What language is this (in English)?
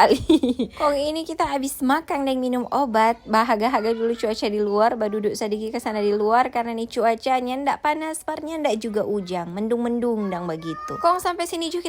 Manado Malay